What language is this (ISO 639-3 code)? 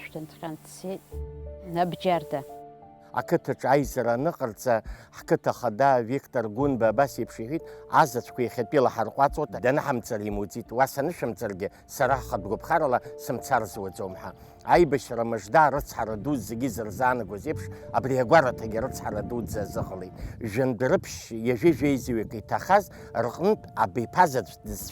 abk